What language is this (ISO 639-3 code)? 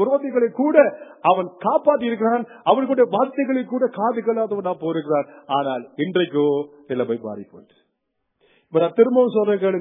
tam